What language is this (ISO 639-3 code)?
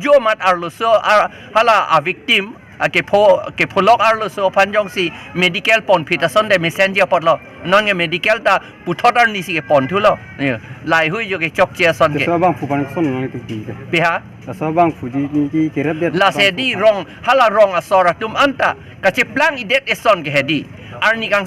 mjw